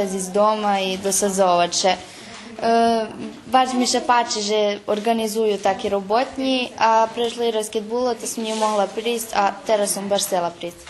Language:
Rusyn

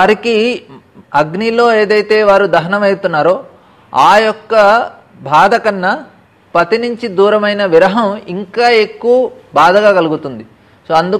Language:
Telugu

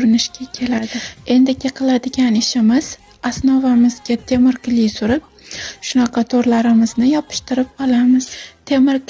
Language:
Uzbek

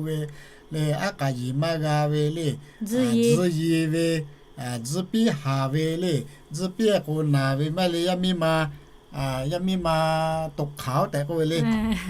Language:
Lahu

